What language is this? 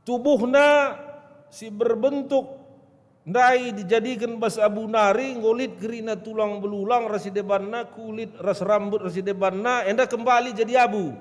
Batak Karo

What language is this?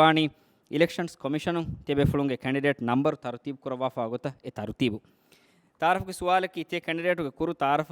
Divehi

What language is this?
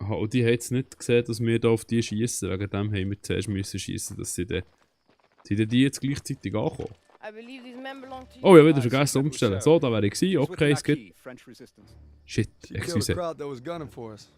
Swiss German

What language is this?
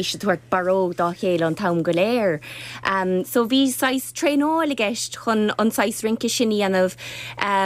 Irish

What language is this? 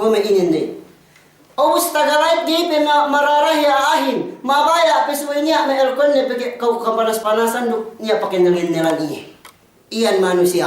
Yakan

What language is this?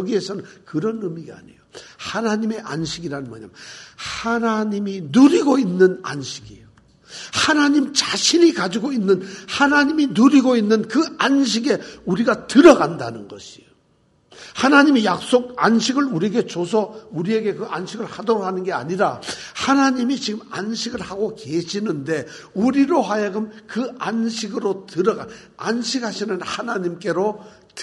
Korean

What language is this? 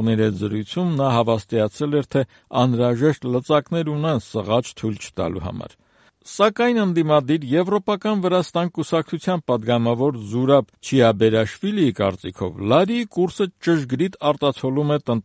Armenian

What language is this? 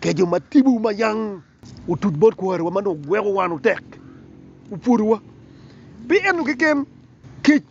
Acoli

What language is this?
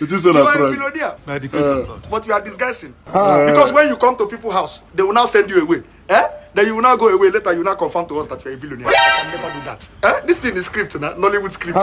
Nigerian Pidgin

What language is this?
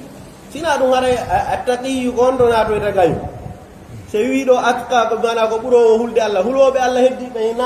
Pular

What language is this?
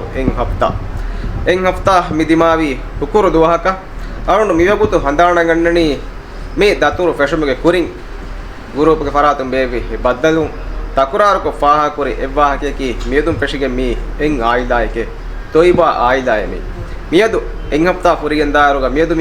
Divehi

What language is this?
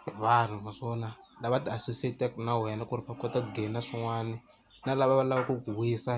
Tsonga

